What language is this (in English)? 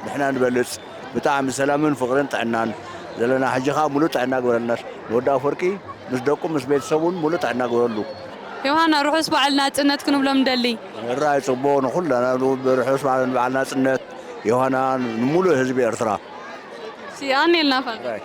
Tigrinya